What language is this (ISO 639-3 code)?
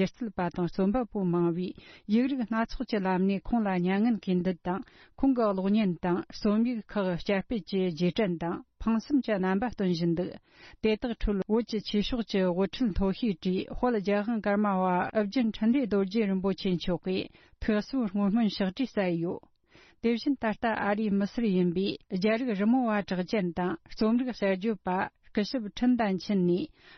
bod